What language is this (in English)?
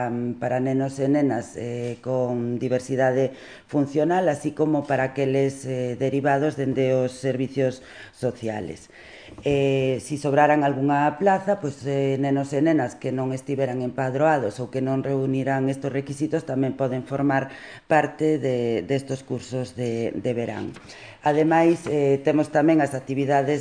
Galician